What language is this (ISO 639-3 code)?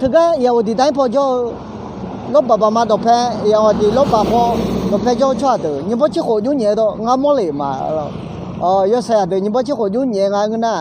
ahk